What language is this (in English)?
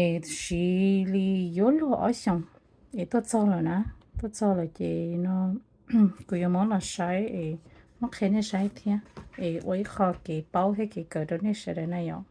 Hmong